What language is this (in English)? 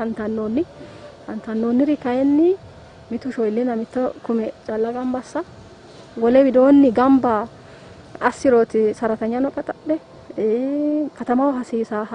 Sidamo